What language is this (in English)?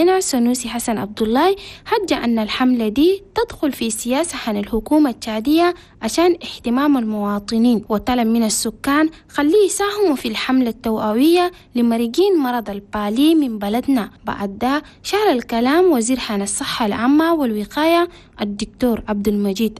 Chadian Arabic